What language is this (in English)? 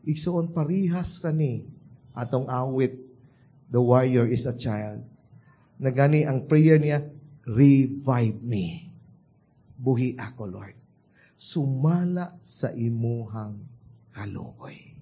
Cebuano